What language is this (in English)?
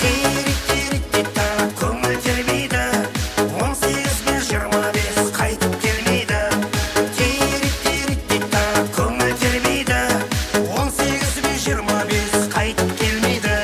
Kara-Kalpak